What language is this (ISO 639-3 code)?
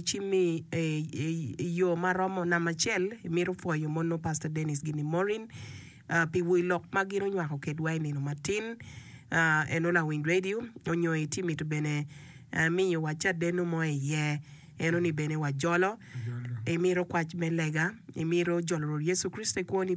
ach